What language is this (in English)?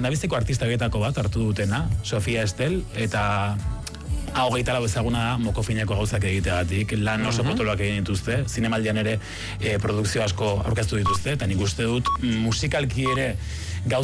Basque